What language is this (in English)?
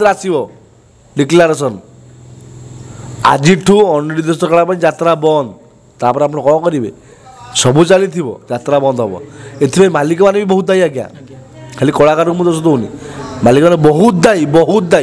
Odia